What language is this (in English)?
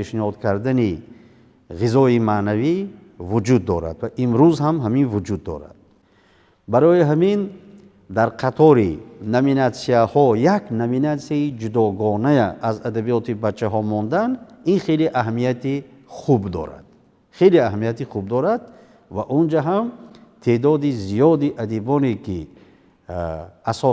Tajik